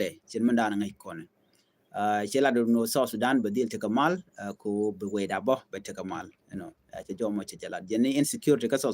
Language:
Nuer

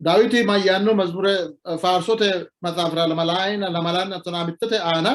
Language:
Sidamo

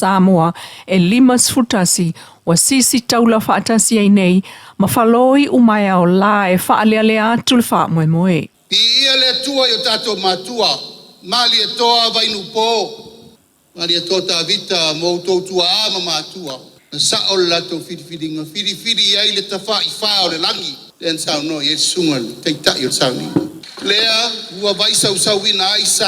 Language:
Samoan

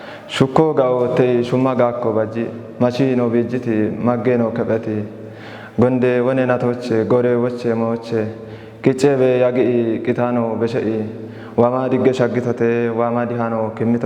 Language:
Kafa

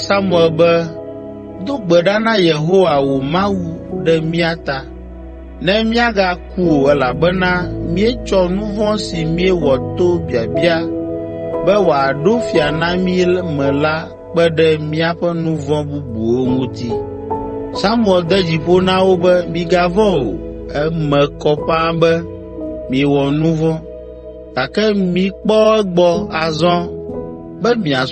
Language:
Ewe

